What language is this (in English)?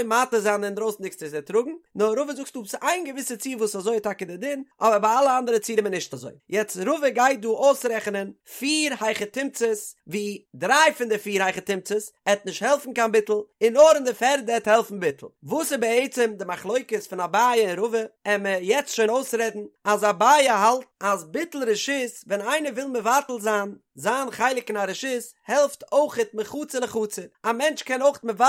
Yiddish